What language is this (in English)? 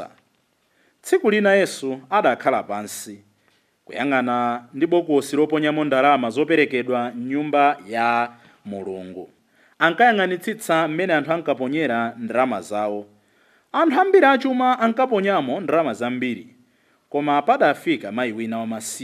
Nyanja